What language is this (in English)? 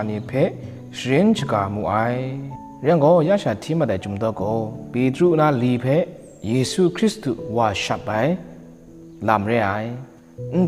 Kachin